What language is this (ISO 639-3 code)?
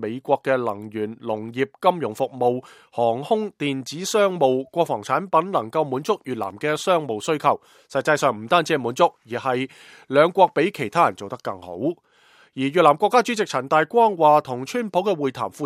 yue